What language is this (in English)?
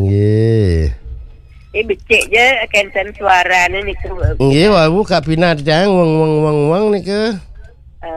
Balinese